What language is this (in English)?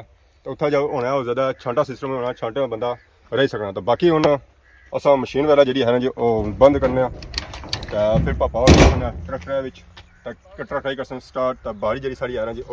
Pahari-Potwari